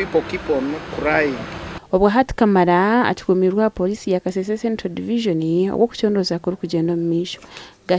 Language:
Nyankole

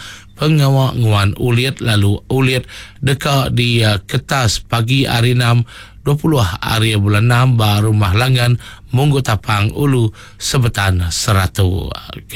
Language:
Iban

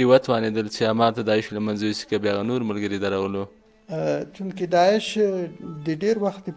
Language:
Pashto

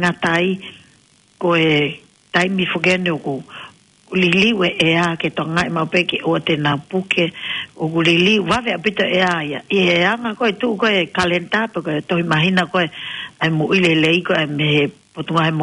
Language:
Tongan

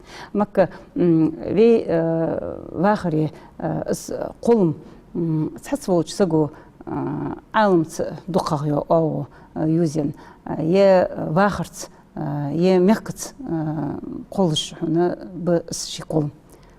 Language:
Ingush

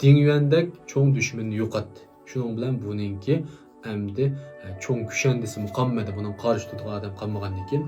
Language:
Uyghur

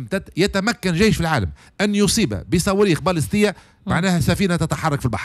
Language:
Tunisian Arabic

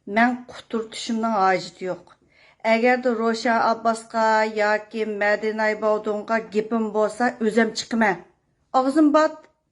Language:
Uyghur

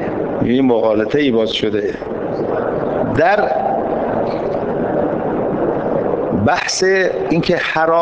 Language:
Persian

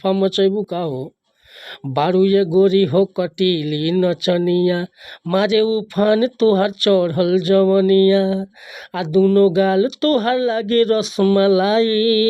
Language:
Bhojpuri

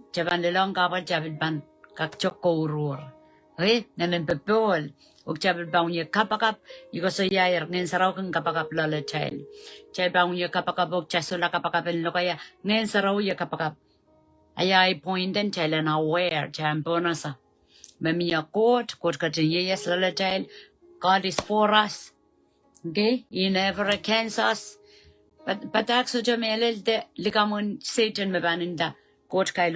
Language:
Pohnpeian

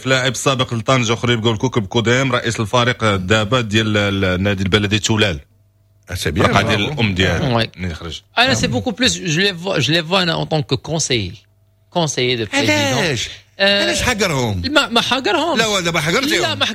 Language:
Moroccan Arabic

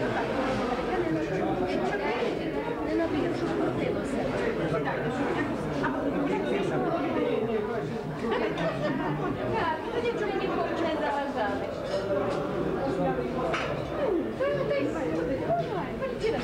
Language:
Ukrainian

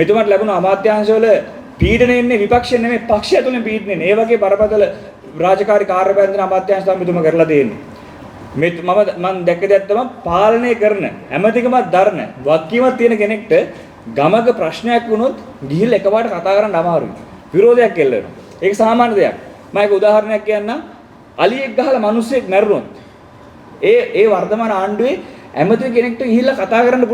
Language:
Sinhala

